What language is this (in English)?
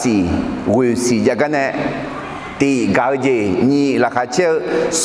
Akha